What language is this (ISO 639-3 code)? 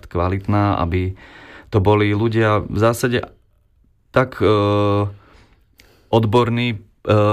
slk